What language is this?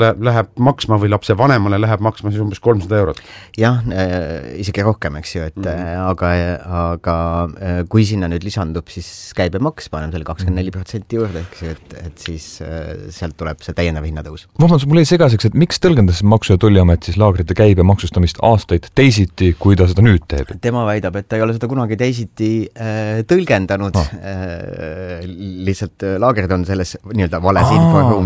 Estonian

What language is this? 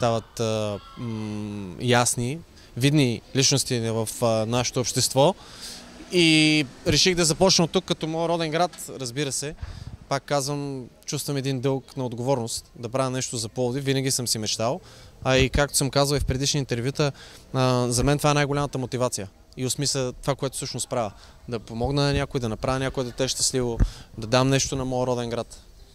Bulgarian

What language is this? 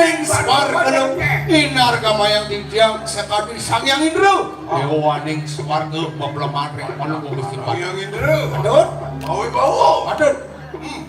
Balinese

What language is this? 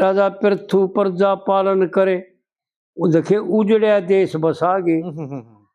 Haryanvi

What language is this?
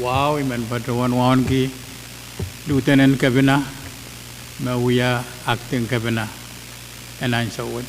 Pohnpeian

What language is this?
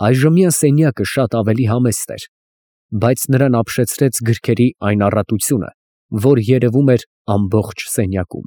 Armenian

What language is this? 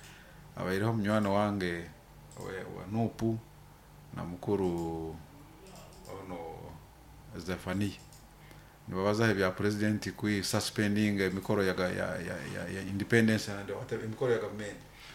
Nyoro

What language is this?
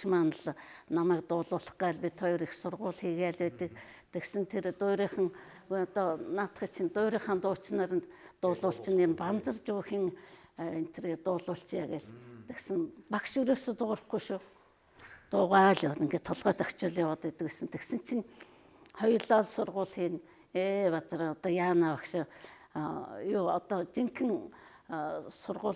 Mongolian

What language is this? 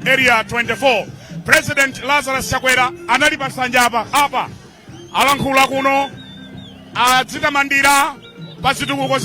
Nyanja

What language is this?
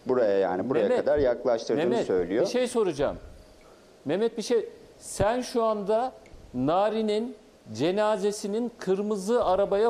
Turkish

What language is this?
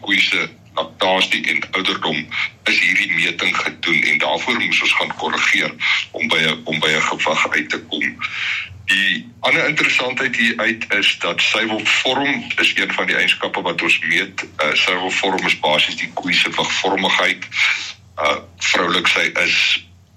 Afrikaans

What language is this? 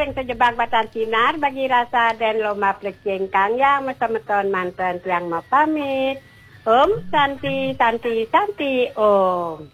Balinese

